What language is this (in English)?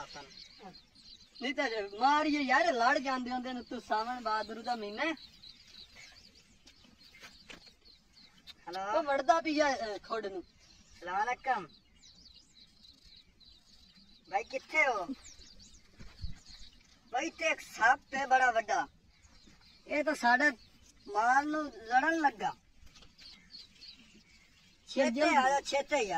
Punjabi